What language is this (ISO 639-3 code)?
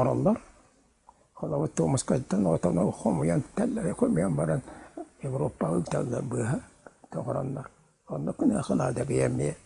sah